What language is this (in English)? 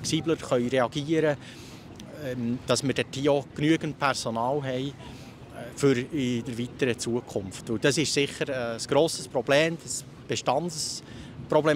Swiss German